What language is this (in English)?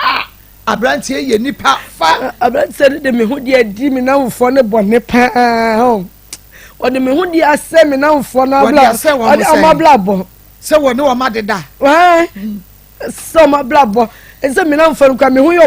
Akan